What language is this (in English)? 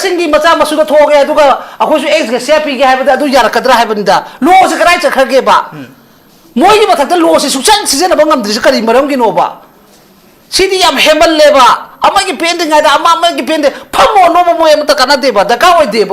Manipuri